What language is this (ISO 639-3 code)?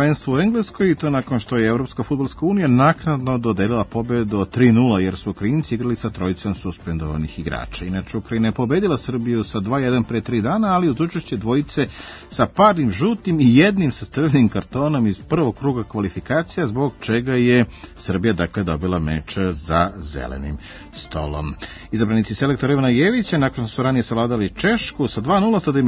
srp